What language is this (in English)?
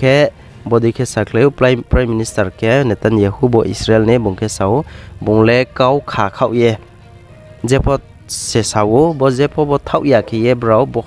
Riang (India)